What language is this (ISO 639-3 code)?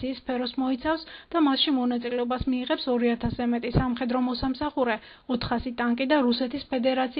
kat